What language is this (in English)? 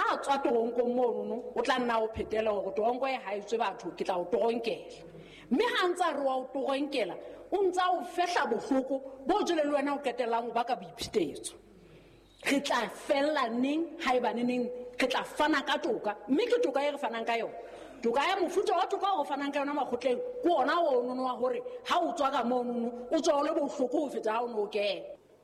Southern Sotho